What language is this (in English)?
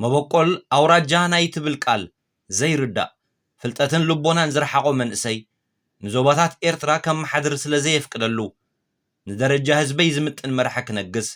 Tigrinya